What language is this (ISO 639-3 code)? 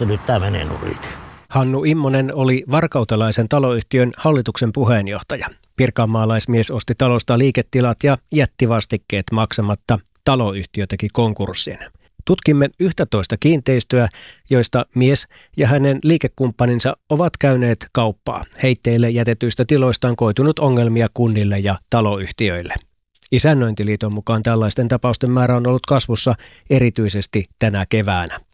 fin